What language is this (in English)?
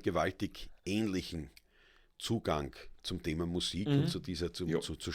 Bavarian